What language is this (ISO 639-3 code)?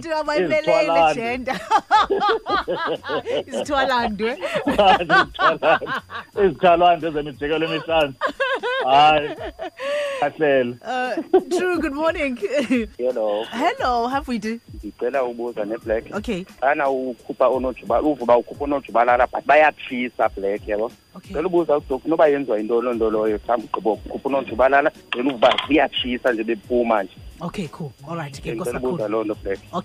xho